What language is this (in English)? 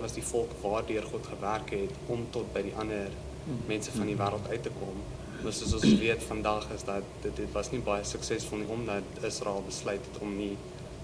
Afrikaans